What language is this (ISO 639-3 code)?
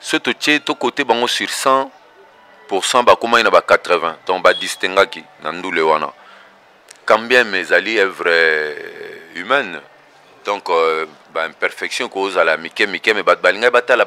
lin